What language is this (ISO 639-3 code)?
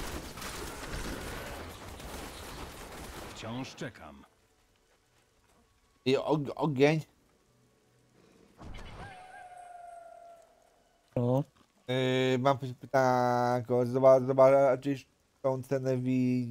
pol